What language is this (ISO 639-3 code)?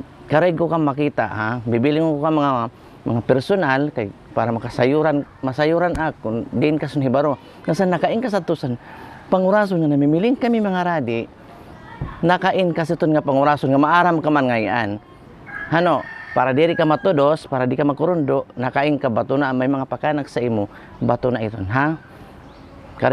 war